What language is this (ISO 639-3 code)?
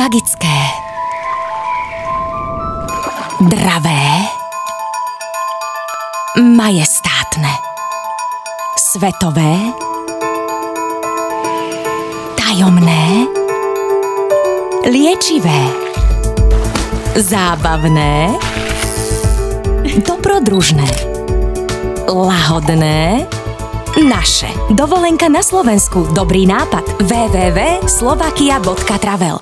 slk